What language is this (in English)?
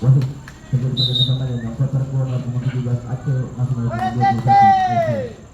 Ambonese Malay